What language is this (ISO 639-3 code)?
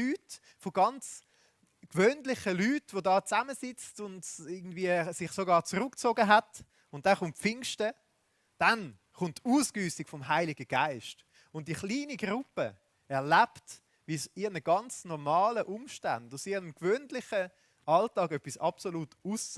gsw